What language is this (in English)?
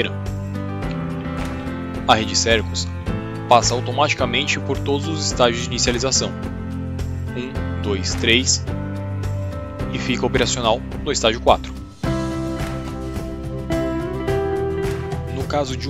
Portuguese